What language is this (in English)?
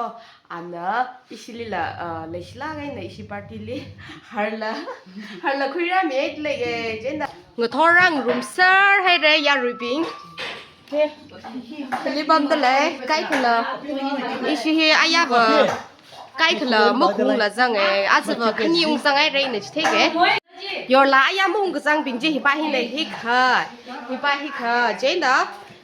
Tangkhul Naga (India)